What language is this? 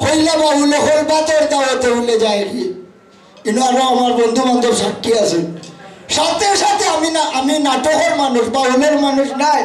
Sylheti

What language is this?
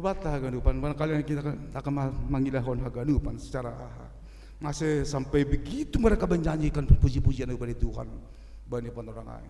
Batak Simalungun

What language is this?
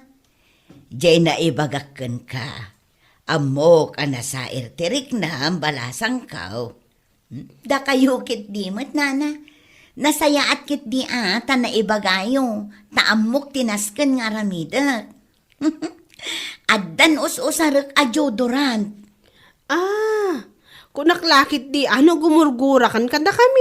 Iloko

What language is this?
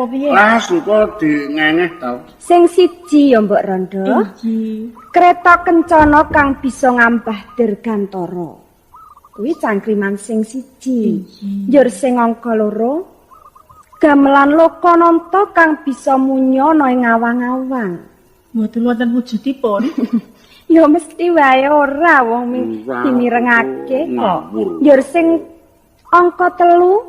Javanese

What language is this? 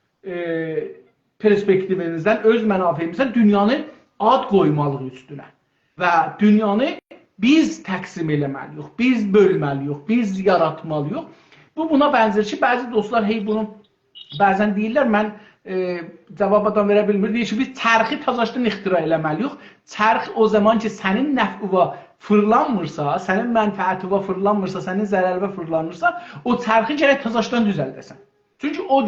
South Azerbaijani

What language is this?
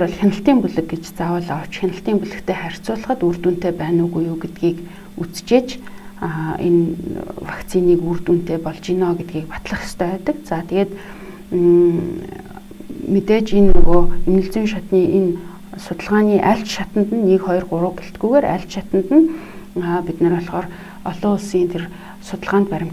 Mongolian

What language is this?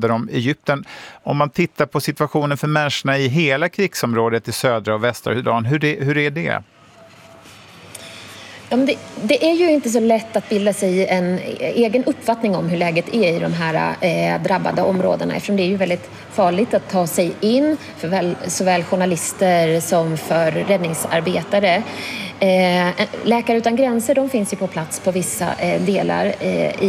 Swedish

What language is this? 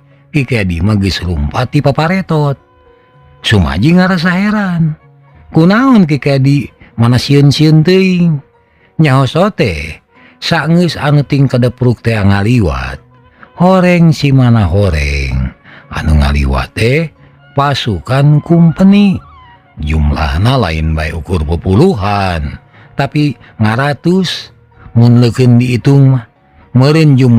Sundanese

